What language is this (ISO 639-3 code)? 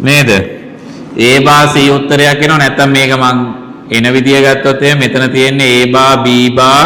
sin